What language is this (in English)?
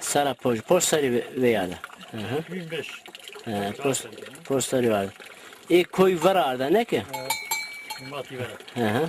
Zaza